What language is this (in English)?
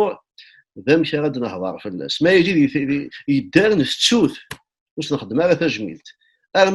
Kabyle